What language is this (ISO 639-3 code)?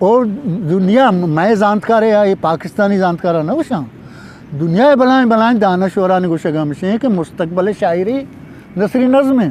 bgp